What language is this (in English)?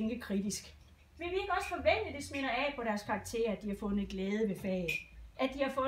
Danish